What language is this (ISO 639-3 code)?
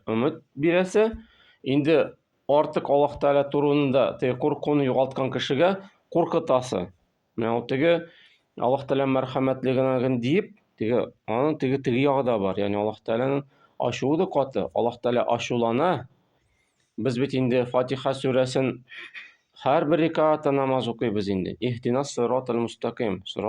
tat